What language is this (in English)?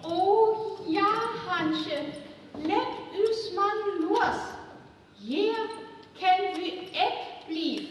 Northern Frisian